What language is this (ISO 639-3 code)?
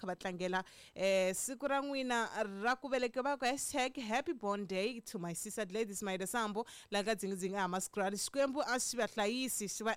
tso